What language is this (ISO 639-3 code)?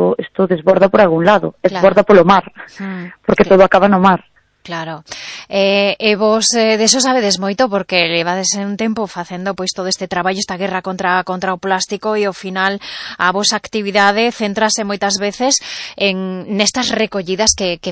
glg